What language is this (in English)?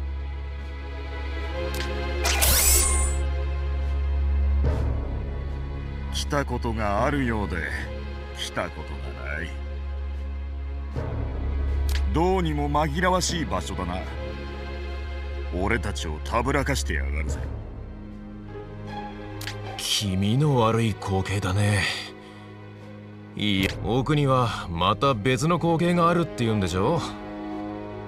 Japanese